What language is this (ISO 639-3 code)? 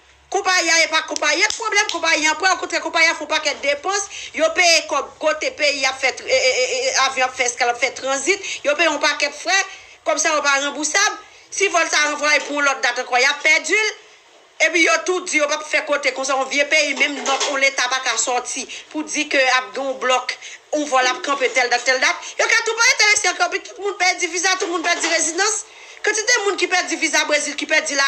hat